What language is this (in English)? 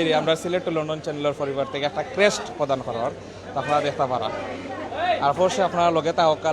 Sylheti